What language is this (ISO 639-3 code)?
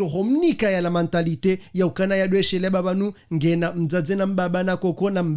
zdj